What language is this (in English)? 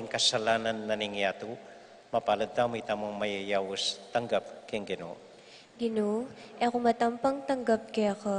Pampanga